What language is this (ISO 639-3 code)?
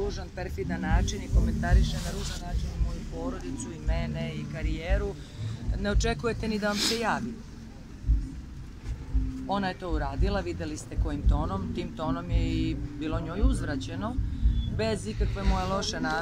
srp